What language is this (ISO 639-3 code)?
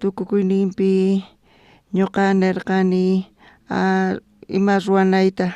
quh